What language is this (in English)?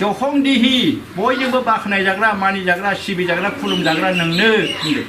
Bodo